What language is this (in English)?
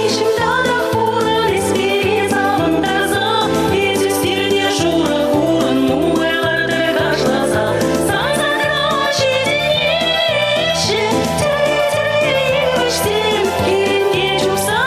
Chuvash